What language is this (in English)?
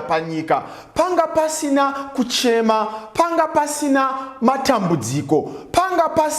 Shona